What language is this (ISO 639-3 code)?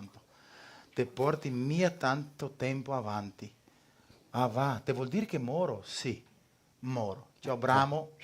vec